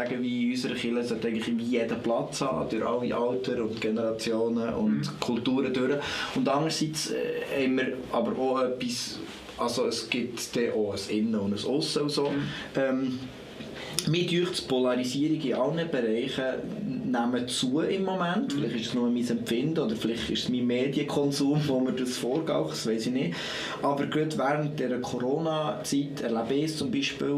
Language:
Swiss German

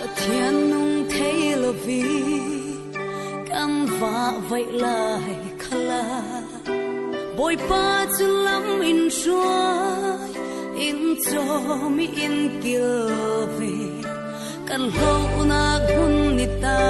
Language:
Falam Chin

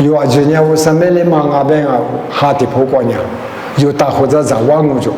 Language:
Lisu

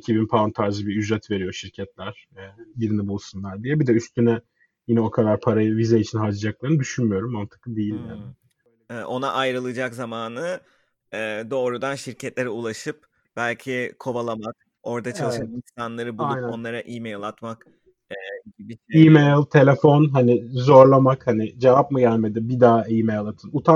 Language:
Turkish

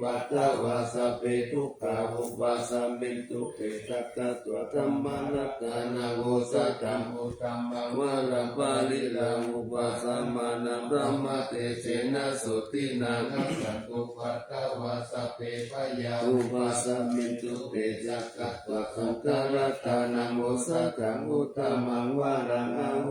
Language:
Pali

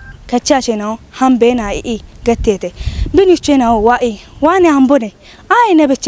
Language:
Kafa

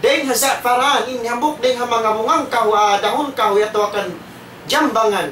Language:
Tausug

